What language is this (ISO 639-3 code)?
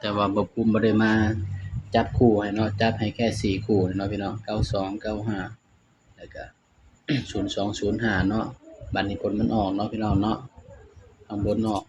tts